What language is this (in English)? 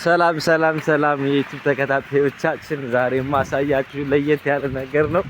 Amharic